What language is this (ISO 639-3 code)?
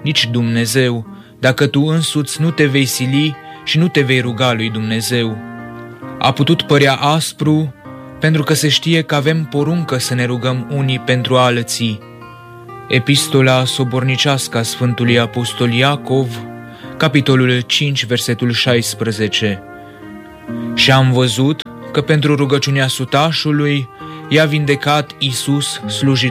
ron